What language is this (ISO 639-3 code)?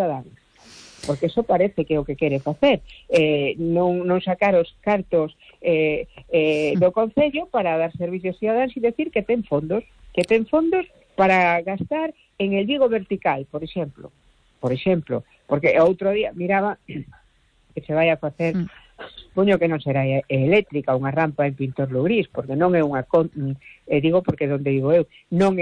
glg